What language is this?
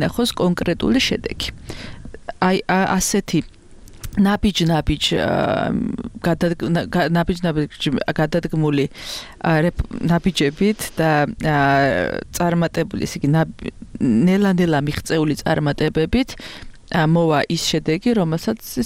Georgian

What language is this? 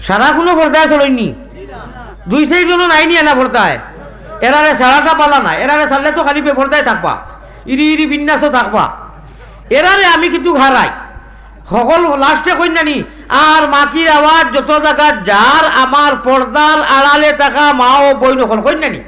Sylheti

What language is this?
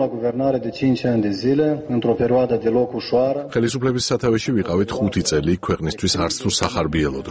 Georgian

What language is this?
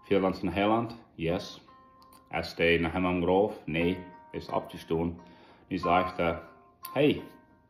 Plautdietsch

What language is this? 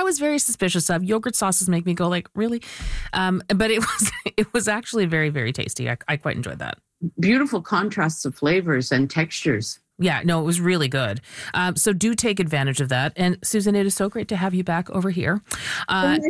English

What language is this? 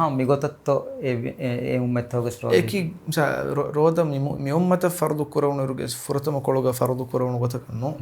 Divehi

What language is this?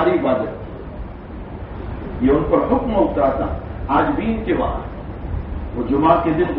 Urdu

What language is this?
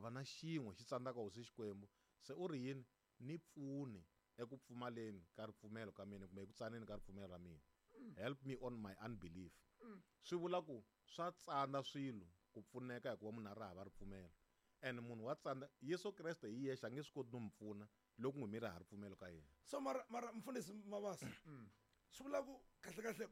Tsonga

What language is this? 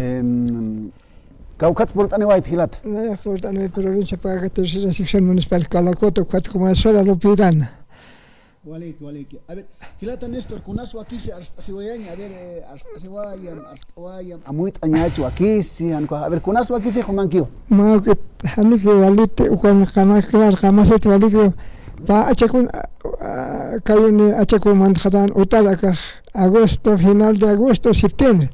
Aymara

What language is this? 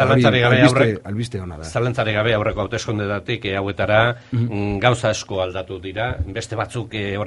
Basque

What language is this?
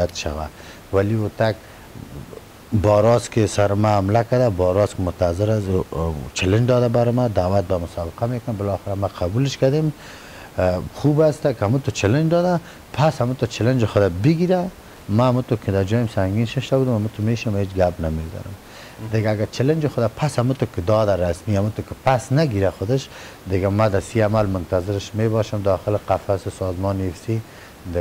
Persian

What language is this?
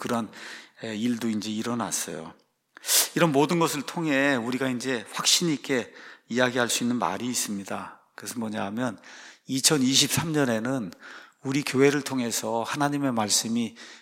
Korean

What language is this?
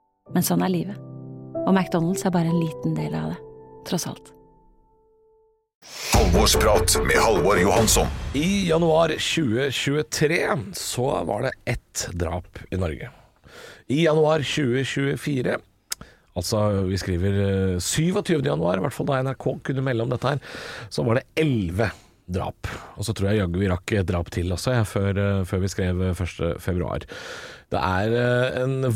Norwegian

